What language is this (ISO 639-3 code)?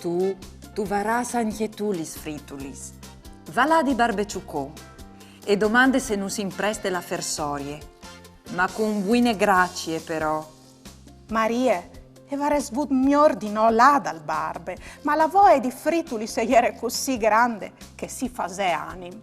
fur